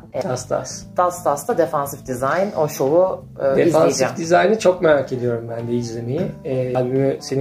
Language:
Turkish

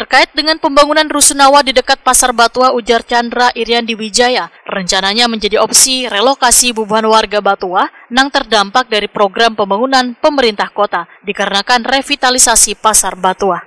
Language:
Banjar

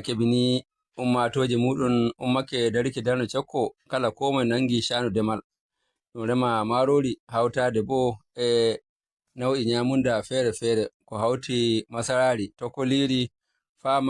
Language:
Fula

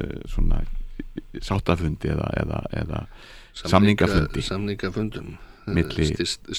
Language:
Icelandic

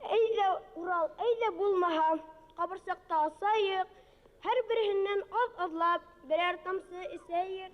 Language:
Bashkir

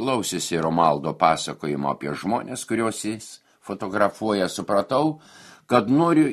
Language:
Lithuanian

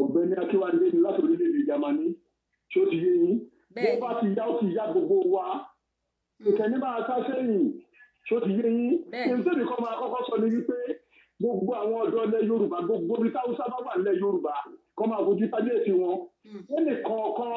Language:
Yoruba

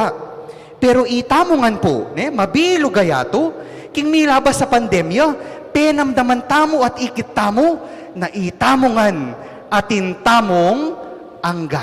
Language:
Pampanga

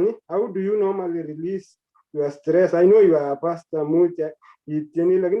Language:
Kalenjin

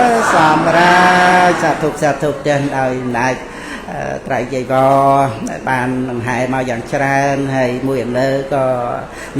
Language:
Khmer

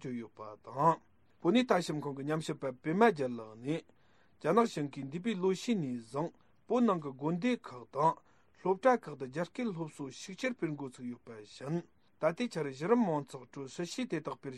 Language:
Tibetan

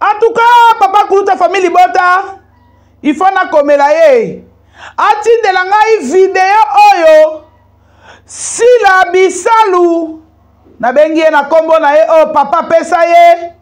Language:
Lingala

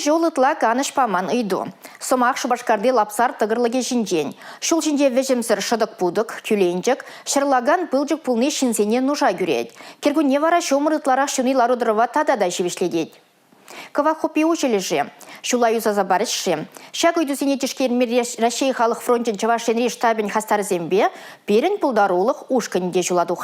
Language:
Chuvash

